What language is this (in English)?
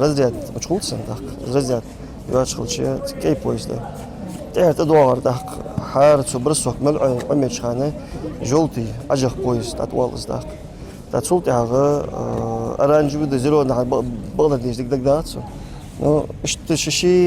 Ingush